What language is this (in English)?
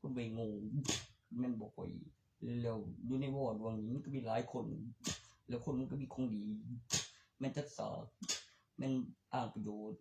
Northeastern Thai